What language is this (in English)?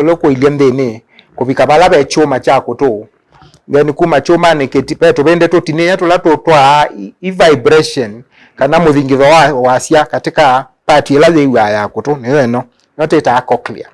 Kamba